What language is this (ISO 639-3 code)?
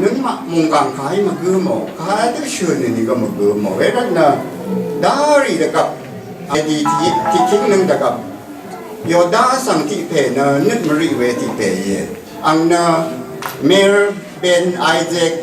raw